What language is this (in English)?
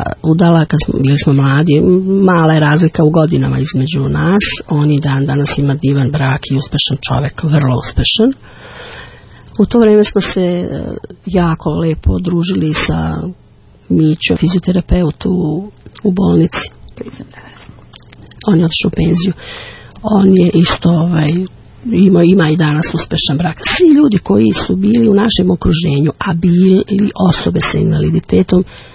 Serbian